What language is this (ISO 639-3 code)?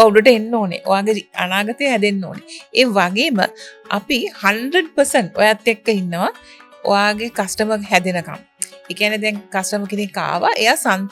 sin